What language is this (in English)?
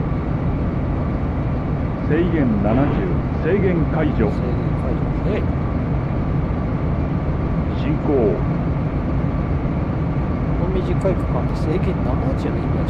Japanese